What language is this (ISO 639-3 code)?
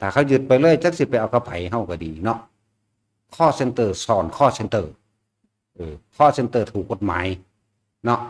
tts